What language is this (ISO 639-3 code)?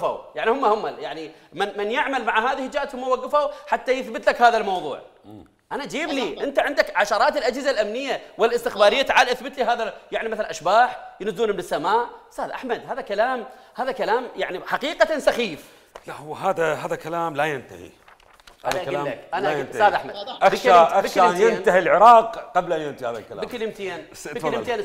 acm